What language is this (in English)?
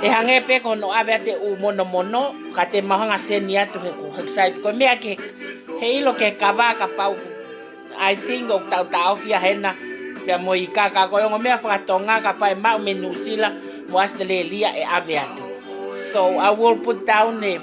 Tongan